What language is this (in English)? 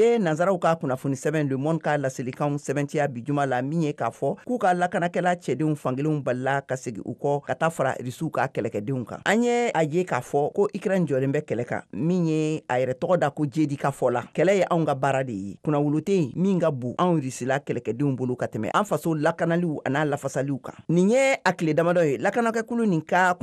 Bambara